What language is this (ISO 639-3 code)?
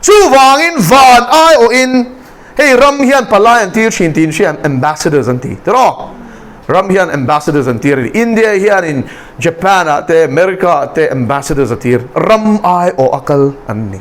lus